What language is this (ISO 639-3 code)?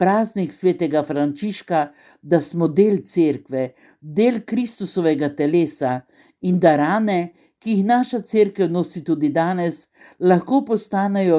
slv